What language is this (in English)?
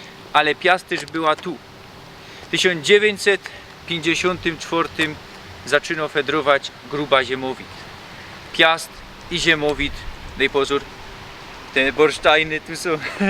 Silesian